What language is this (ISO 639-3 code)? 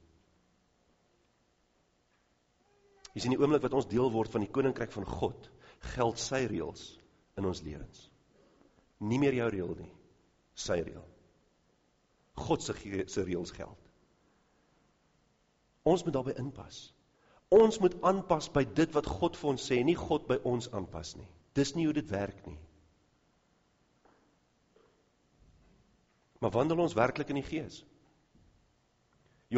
afr